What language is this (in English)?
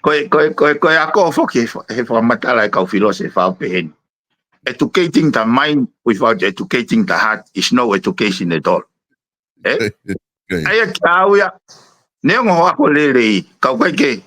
Tongan